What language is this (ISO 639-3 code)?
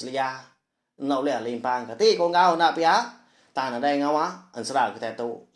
iba